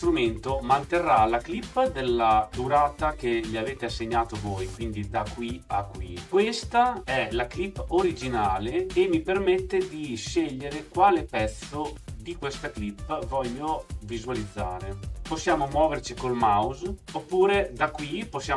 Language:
Italian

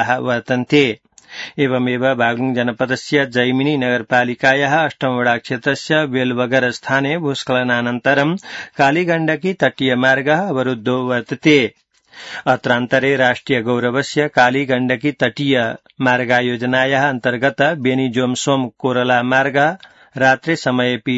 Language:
Sanskrit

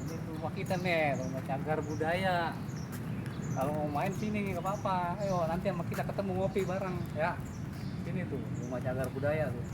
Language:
Betawi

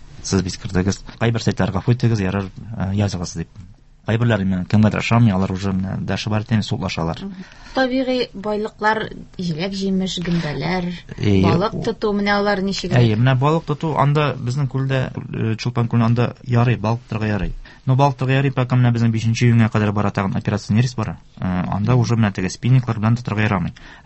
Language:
Tatar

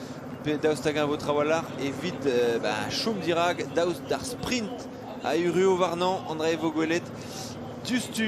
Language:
Breton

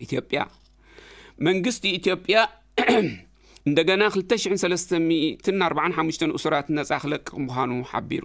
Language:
Tigrinya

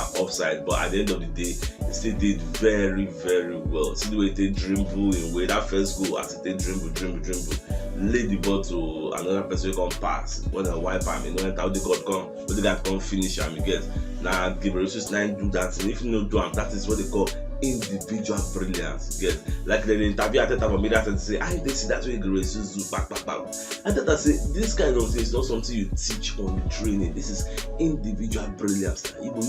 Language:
Nigerian Pidgin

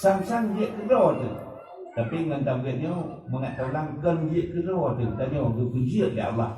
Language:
Achinese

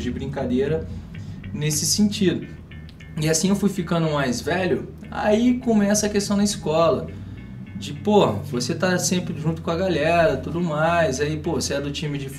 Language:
Portuguese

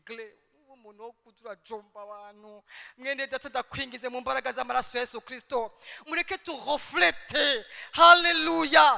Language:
Rundi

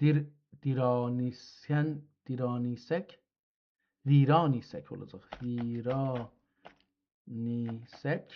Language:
South Azerbaijani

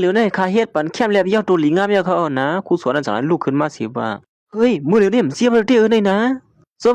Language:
Shan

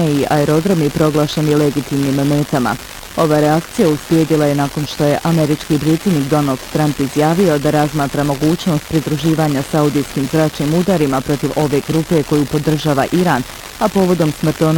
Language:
Bosnian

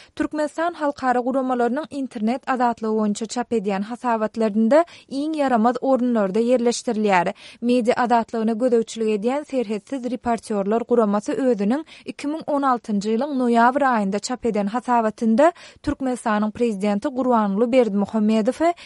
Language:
Turkmen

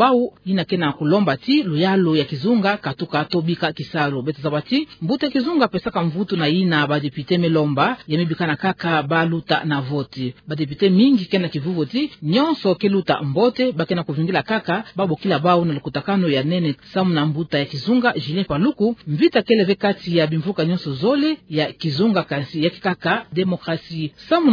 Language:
Kituba (Democratic Republic of Congo)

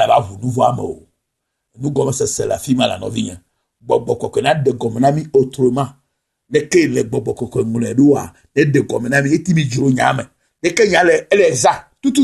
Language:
Ewe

